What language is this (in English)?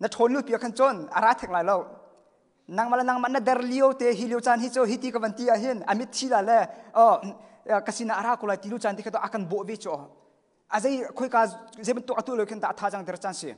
Hakha Chin